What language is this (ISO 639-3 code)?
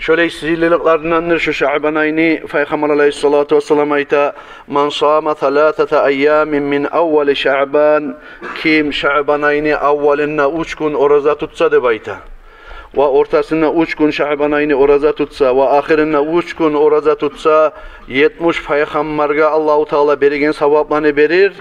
kum